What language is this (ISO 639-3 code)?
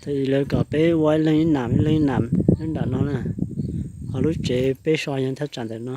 hmn